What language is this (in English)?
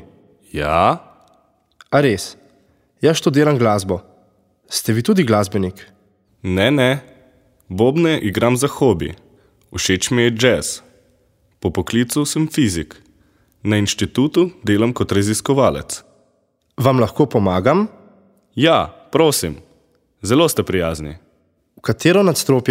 Slovenian